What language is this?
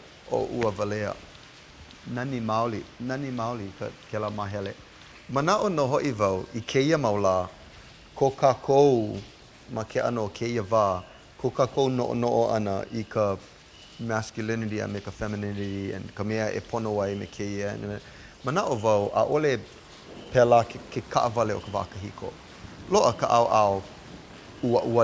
Hawaiian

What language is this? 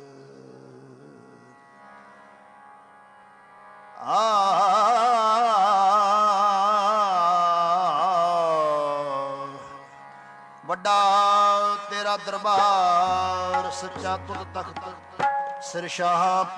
Punjabi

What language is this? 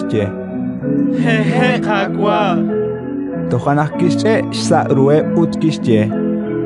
Kekchí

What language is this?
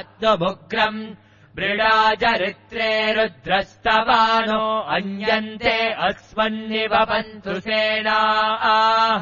Sanskrit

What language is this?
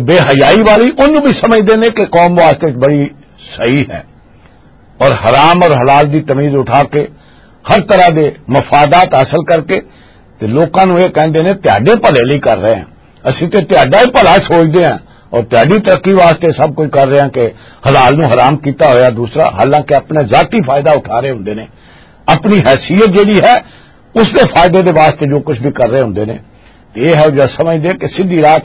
Western Panjabi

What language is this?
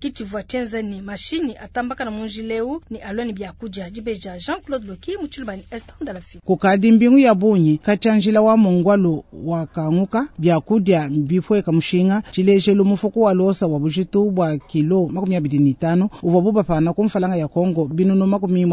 Luba-Lulua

